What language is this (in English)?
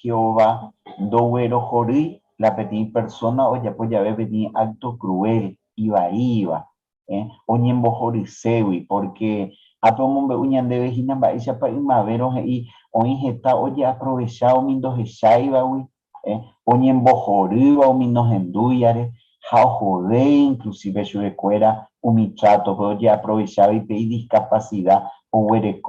Guarani